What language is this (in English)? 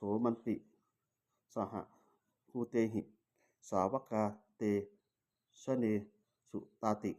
Pali